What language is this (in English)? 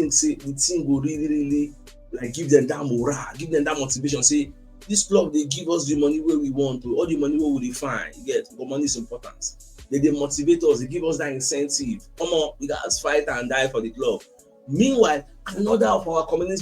Nigerian Pidgin